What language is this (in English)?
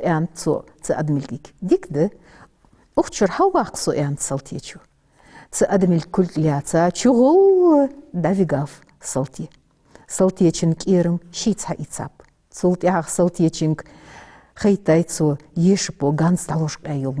Ingush